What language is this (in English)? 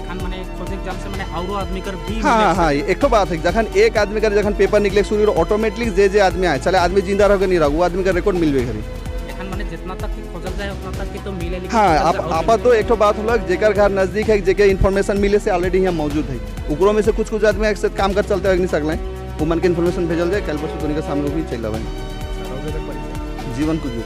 Sadri